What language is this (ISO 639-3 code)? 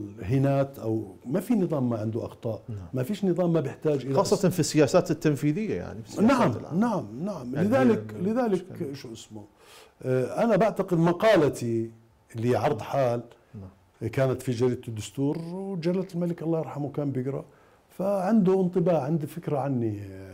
acm